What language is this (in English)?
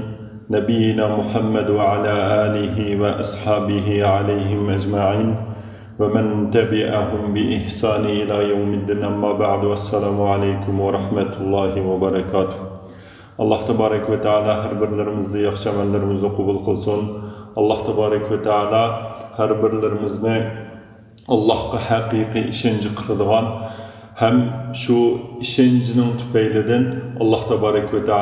Uyghur